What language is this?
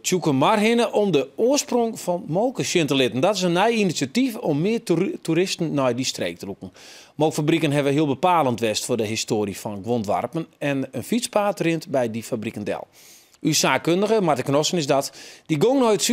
Western Frisian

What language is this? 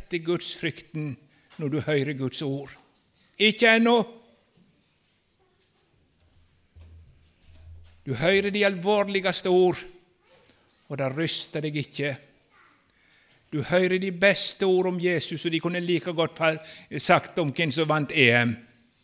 Norwegian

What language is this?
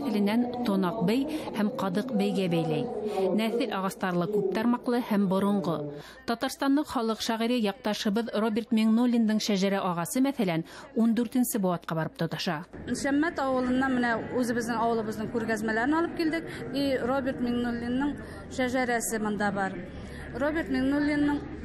Bashkir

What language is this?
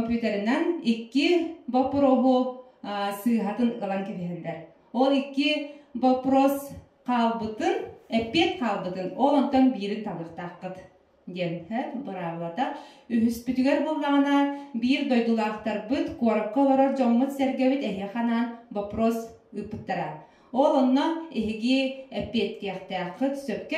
Yakut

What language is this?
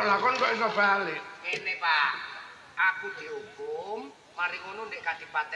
Javanese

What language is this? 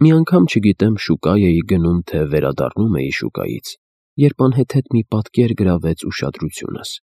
Armenian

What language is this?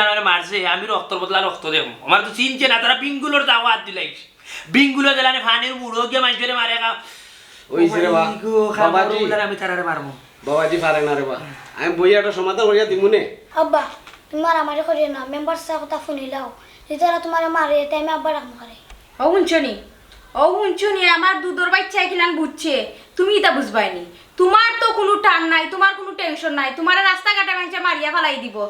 Sylheti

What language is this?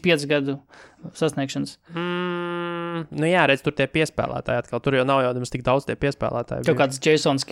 Latvian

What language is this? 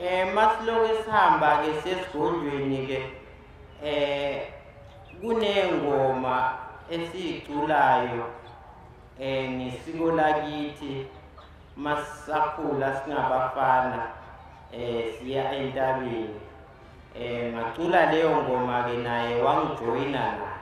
Zulu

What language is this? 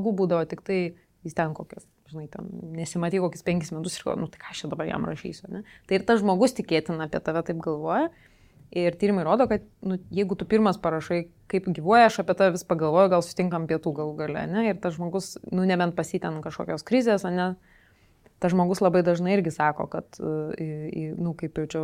Lithuanian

